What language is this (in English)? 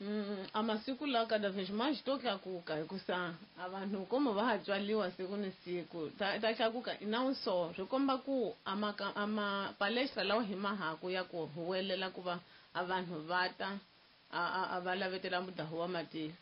Tsonga